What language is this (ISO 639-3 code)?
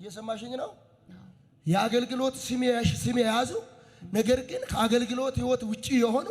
amh